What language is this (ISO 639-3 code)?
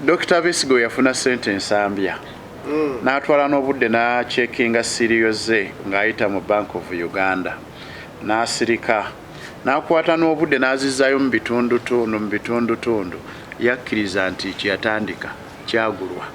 lug